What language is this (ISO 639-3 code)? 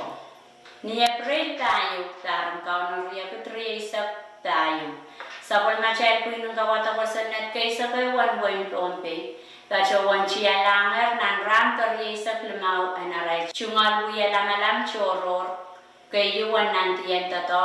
pon